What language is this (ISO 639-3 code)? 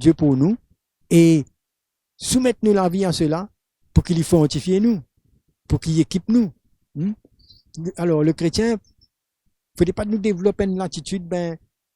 mfe